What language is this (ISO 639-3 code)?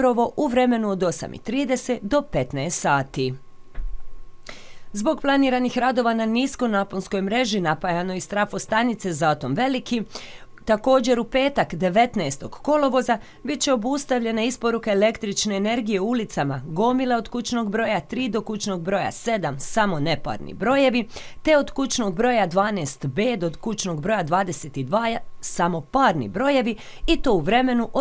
hrv